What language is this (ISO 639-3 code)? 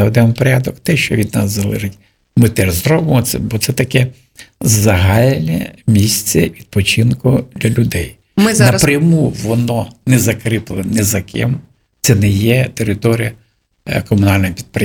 ukr